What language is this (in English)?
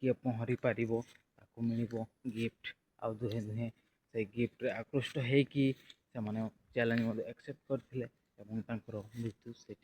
Odia